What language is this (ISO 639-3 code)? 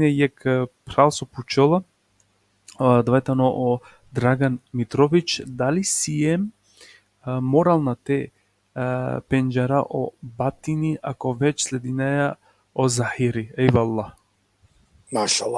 rmn